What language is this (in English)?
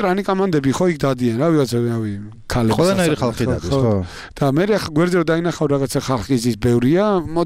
Georgian